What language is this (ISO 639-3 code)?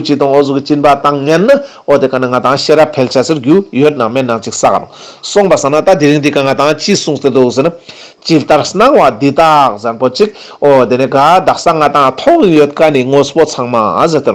lbj